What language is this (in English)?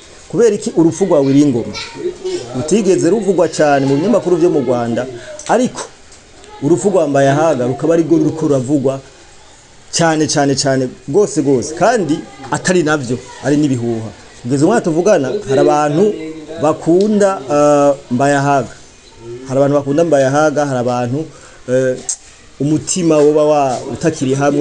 Rundi